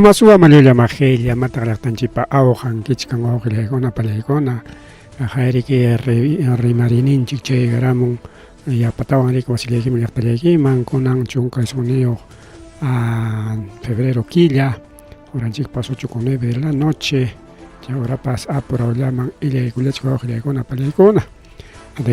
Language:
Ayacucho Quechua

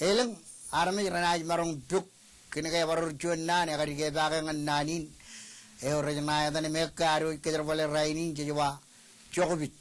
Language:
Marshallese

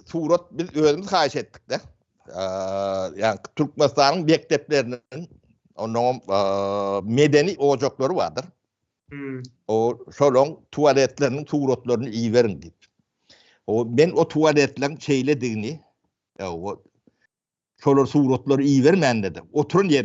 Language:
Turkmen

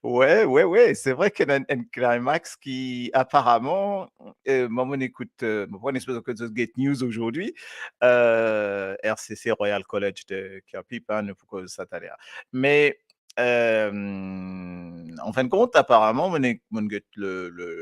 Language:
Morisyen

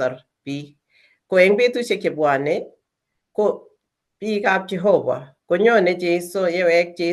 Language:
Kalenjin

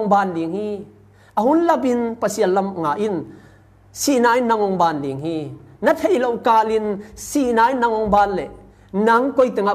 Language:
Tedim Chin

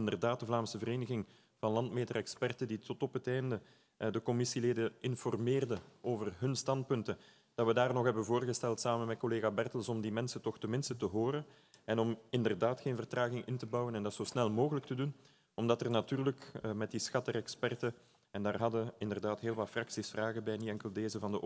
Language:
Dutch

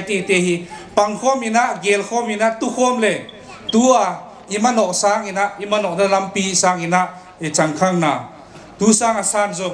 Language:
Paite Chin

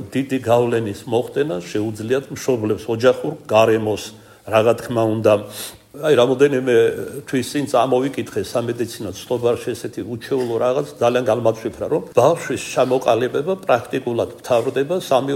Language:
Georgian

